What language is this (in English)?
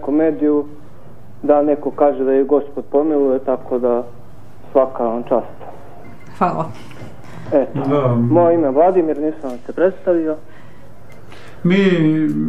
Serbian